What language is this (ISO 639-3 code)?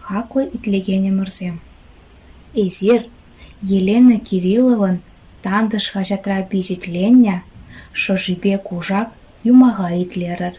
chv